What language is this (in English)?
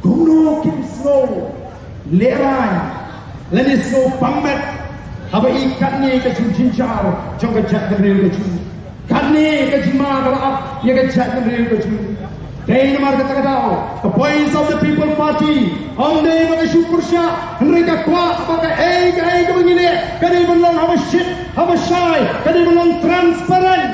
Khasi